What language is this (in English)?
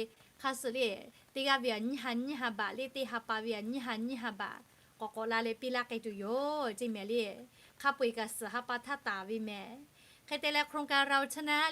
Lahu